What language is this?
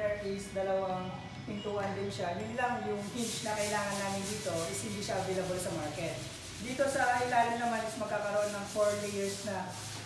Filipino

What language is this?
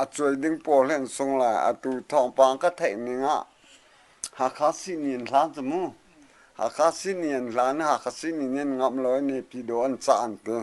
Hakha Chin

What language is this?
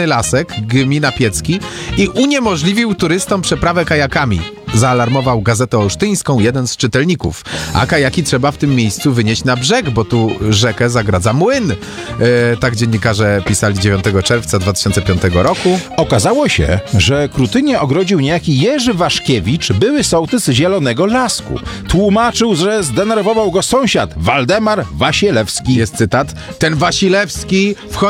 Polish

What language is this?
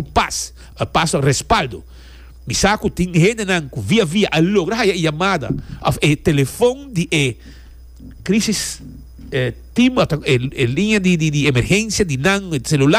Papiamento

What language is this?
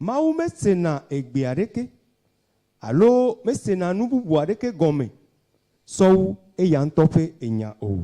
Ewe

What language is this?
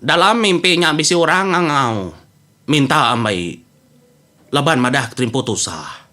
Iban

